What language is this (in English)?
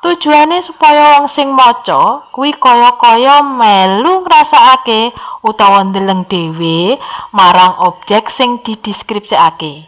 Javanese